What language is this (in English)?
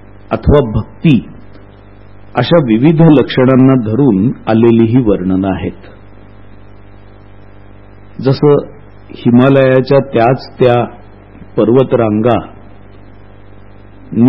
Marathi